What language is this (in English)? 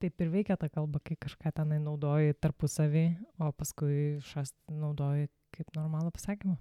Lithuanian